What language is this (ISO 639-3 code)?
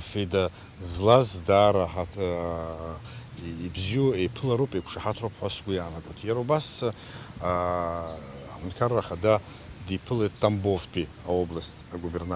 abk